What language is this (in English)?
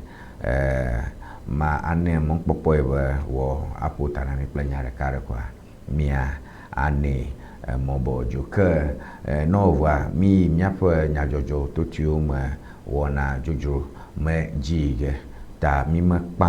Ewe